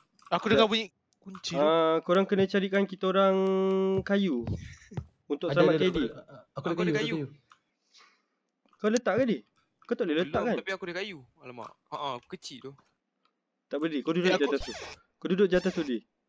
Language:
Malay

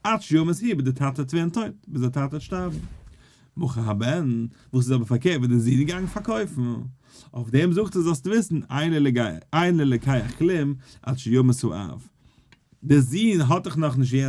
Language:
Yiddish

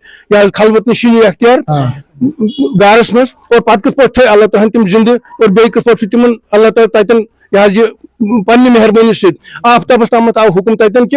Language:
Kashmiri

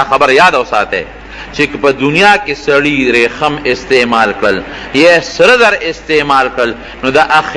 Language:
Pashto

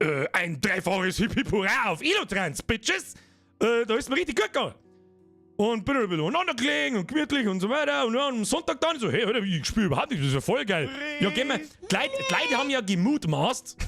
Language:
Bavarian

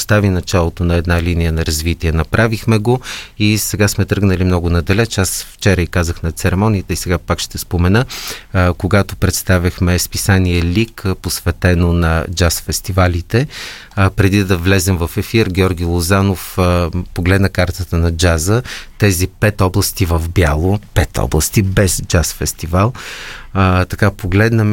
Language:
Bulgarian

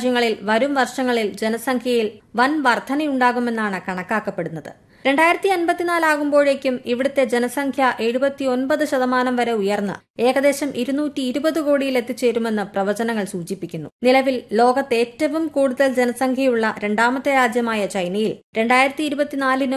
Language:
Malayalam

